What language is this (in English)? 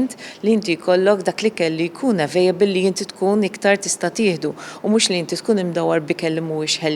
Maltese